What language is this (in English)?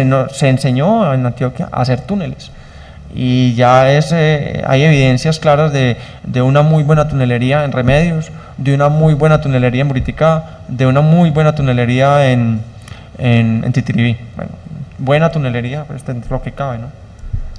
Spanish